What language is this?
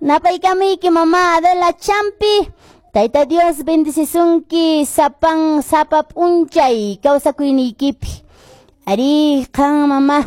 Quechua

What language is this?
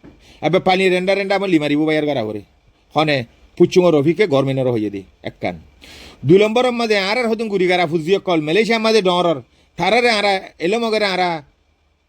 Rohingya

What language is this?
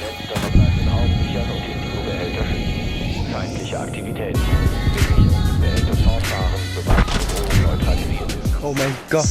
Bavarian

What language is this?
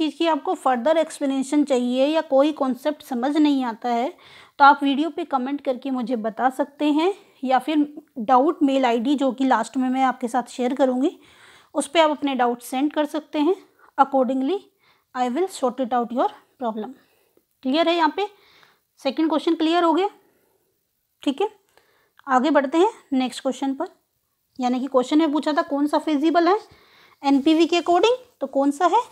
Hindi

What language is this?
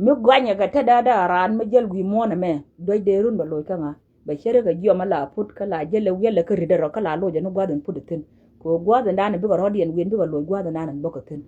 Nuer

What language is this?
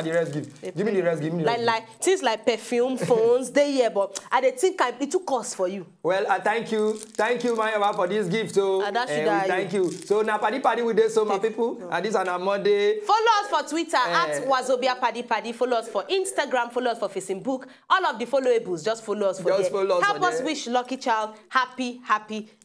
Nigerian Pidgin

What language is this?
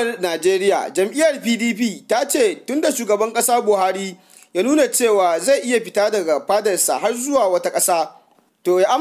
Hausa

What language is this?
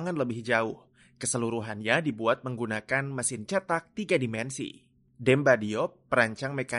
Indonesian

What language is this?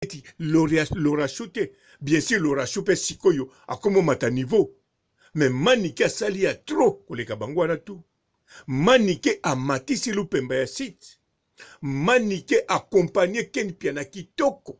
Lingala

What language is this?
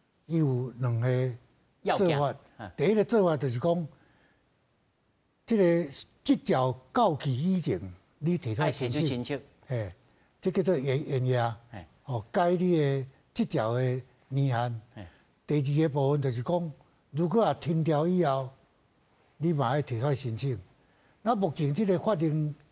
Min Nan Chinese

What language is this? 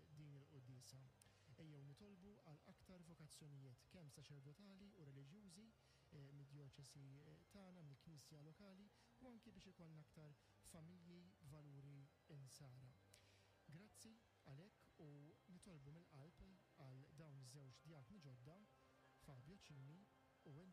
Maltese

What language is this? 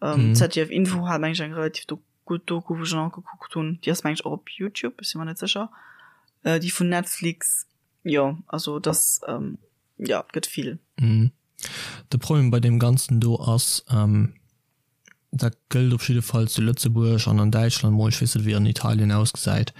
Luxembourgish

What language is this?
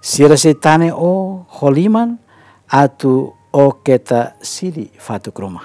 Tetum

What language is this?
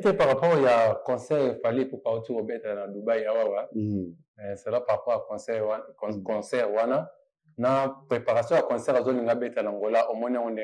Lingala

